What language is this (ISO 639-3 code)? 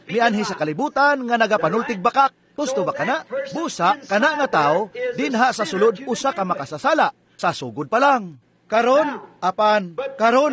ceb